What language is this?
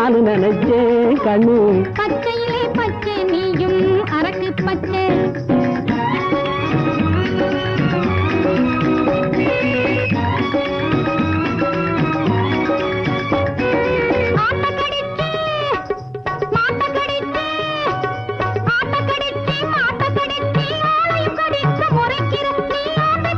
Tamil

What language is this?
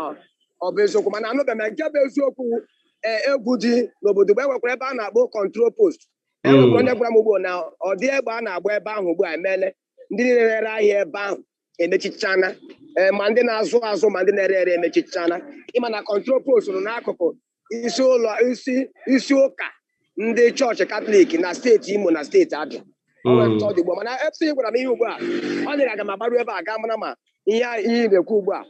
Igbo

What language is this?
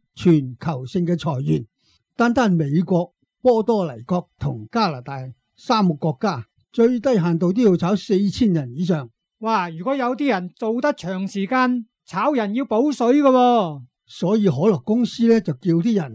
Cantonese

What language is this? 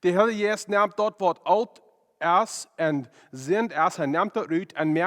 Plautdietsch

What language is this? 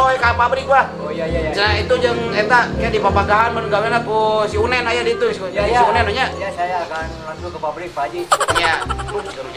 Sundanese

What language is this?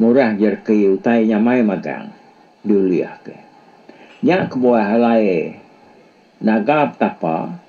Iban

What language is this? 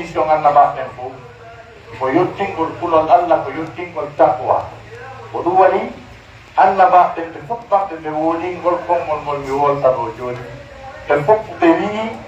Pular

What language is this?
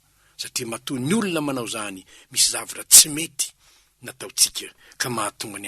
Malagasy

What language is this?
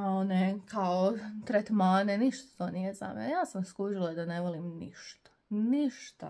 Croatian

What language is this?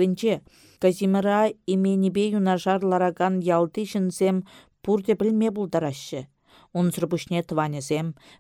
Chuvash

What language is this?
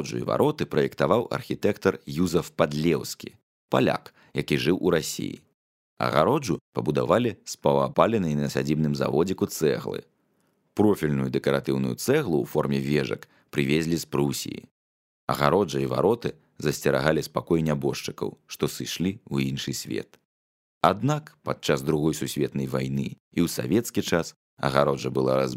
Belarusian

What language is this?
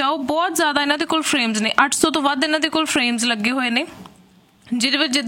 Punjabi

